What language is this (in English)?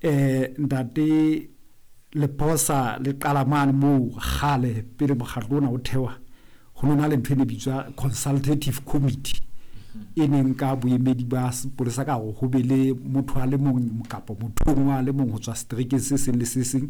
Southern Sotho